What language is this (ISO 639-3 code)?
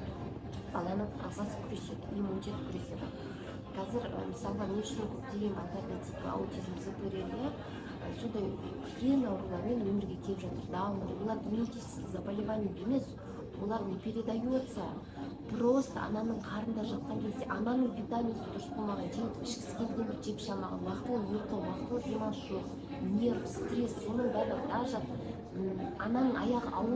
kaz